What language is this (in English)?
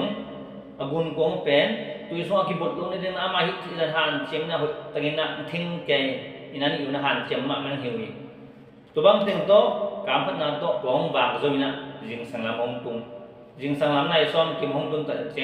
Tedim Chin